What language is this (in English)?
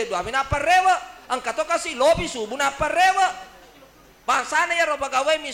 Buginese